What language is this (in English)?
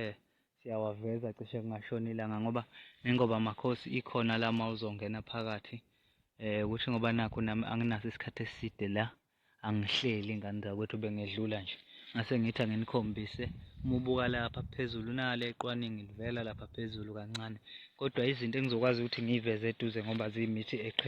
Zulu